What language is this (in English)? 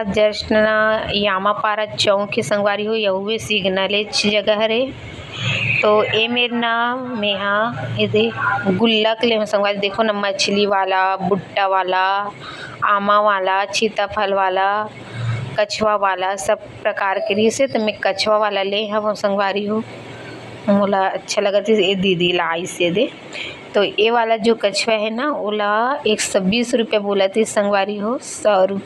Chhattisgarhi